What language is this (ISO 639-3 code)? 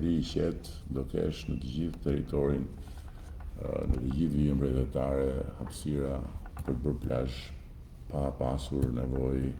sqi